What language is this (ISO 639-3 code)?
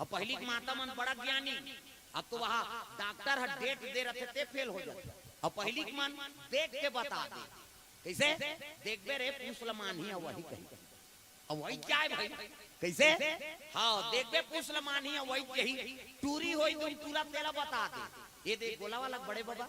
hne